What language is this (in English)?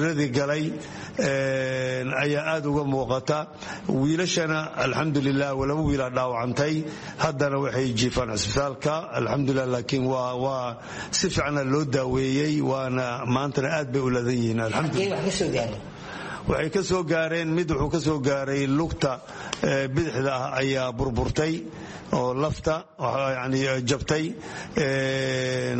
Somali